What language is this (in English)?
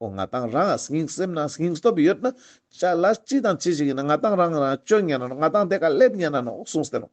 Ladakhi